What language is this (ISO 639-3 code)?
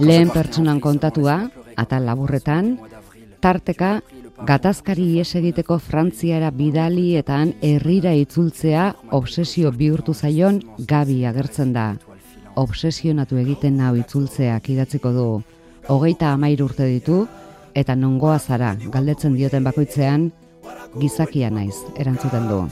eus